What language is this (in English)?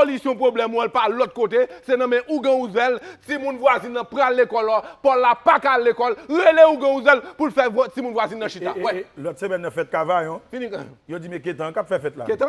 Haitian Creole